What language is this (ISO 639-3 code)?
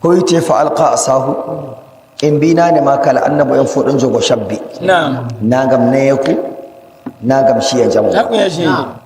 fuv